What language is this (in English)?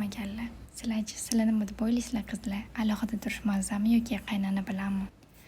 Uzbek